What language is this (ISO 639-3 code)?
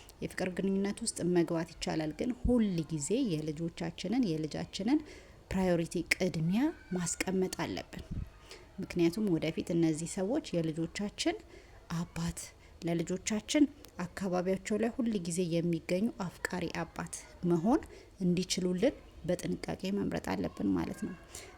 amh